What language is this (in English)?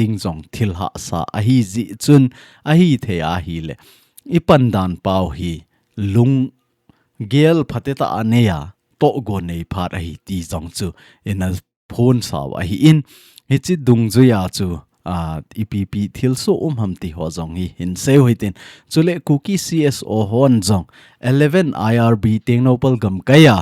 Thado Chin